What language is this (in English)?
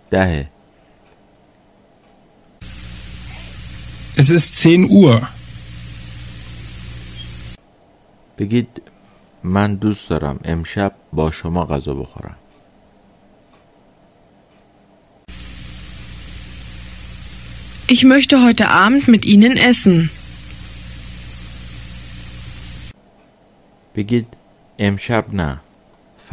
Persian